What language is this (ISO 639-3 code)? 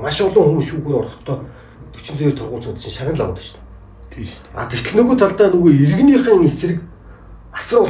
mon